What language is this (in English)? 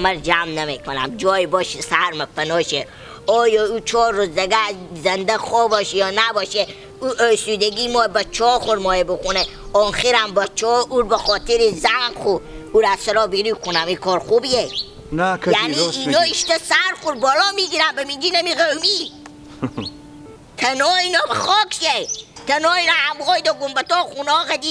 Hazaragi